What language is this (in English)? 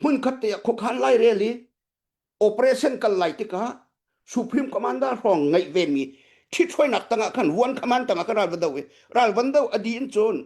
Hakha Chin